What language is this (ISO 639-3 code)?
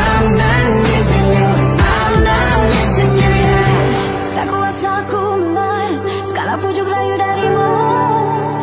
msa